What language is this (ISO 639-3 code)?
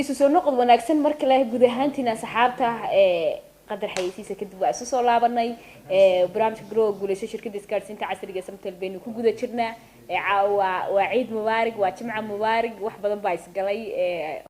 som